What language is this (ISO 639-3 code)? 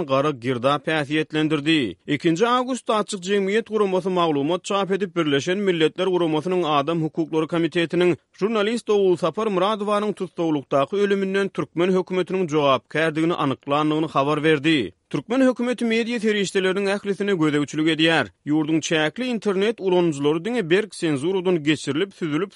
tuk